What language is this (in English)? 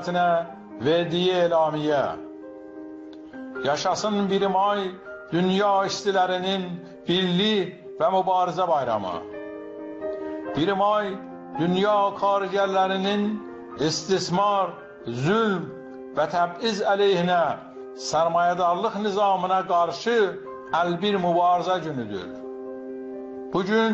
Persian